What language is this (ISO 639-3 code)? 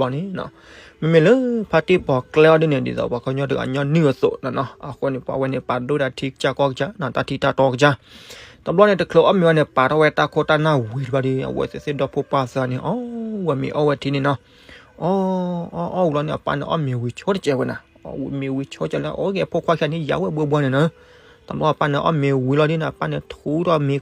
ksw